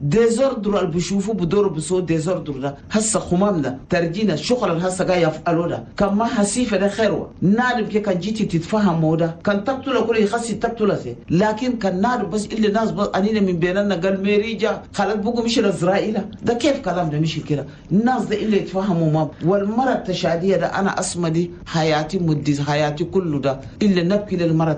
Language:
Chadian Arabic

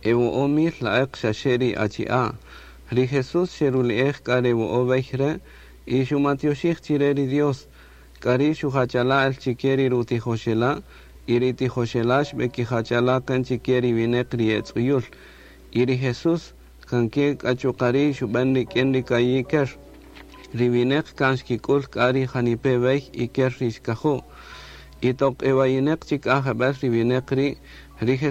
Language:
Kaqchikel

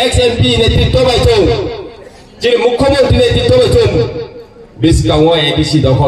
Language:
Riang (India)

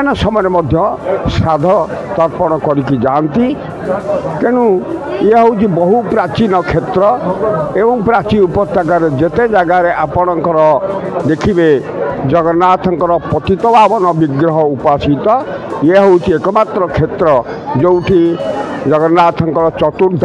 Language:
Odia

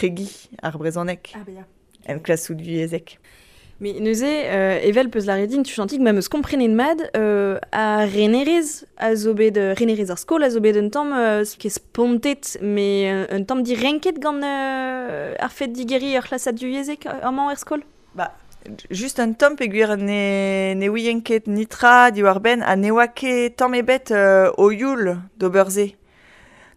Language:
Breton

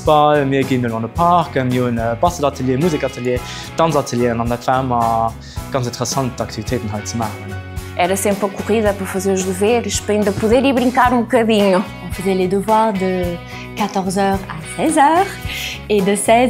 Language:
Luxembourgish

